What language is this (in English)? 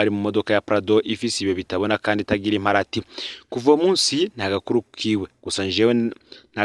Rundi